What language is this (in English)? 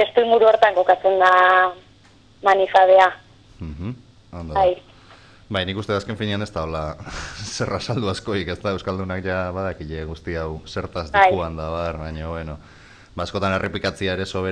Basque